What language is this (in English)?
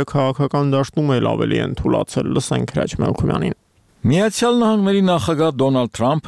Armenian